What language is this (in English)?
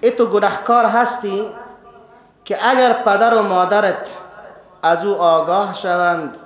Persian